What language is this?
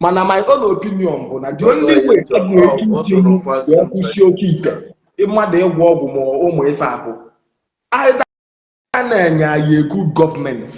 Igbo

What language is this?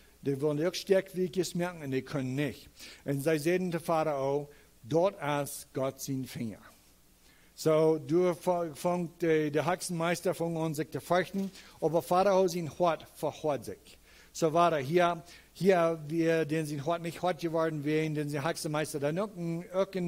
Plautdietsch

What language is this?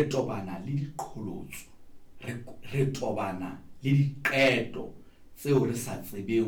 Southern Sotho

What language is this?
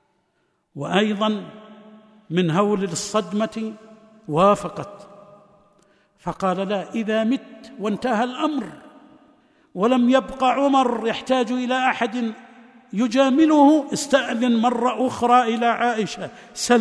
Arabic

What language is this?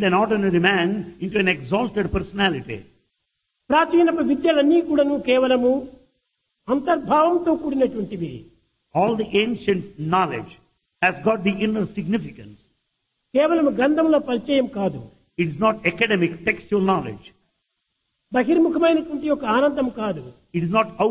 Telugu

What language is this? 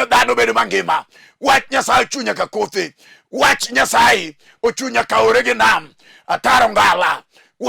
Luo (Kenya and Tanzania)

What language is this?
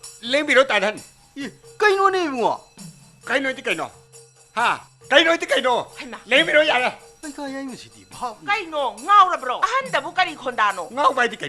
Manipuri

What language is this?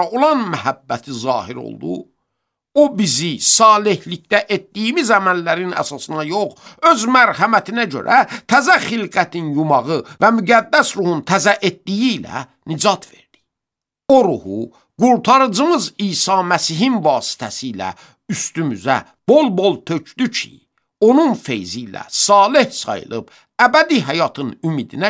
Azerbaijani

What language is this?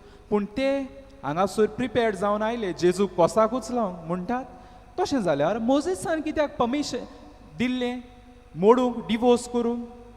Konkani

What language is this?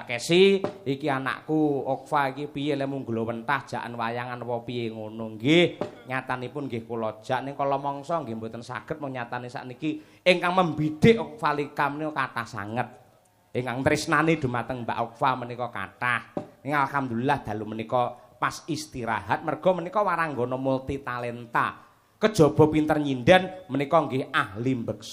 Javanese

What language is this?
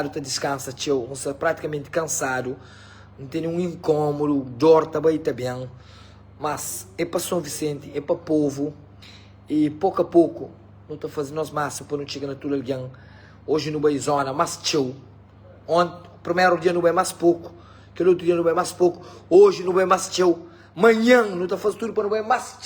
Kabuverdianu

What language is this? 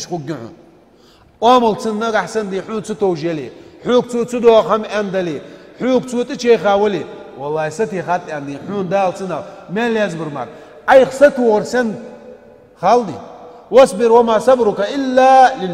Ingush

